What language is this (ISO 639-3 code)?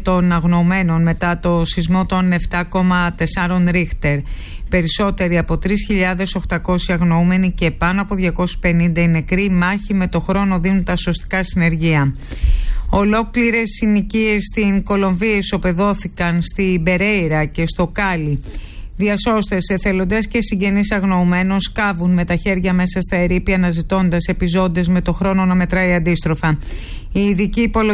ell